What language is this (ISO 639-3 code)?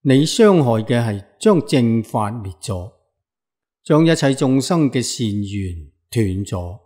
yue